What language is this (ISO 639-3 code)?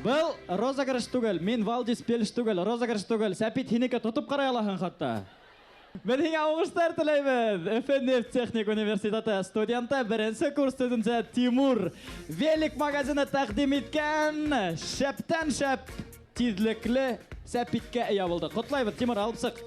bak